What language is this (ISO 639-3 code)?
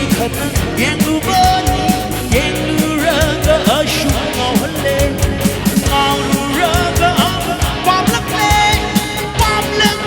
mni